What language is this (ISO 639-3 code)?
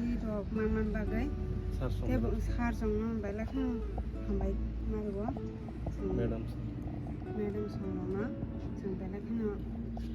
trp